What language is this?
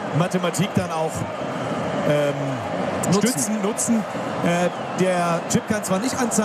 German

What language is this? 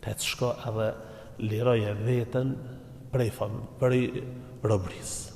Albanian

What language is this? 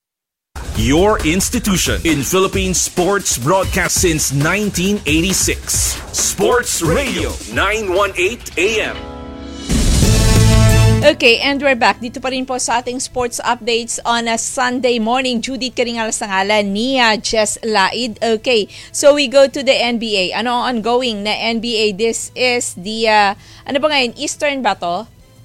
Filipino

